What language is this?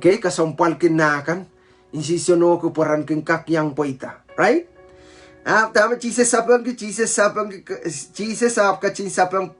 Pohnpeian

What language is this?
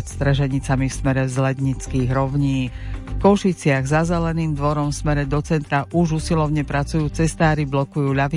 Slovak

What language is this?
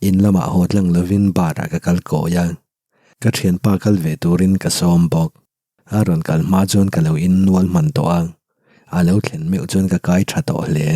Mizo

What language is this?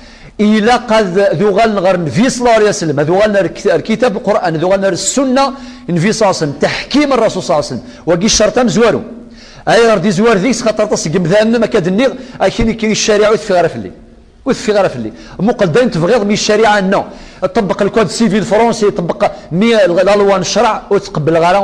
Kabyle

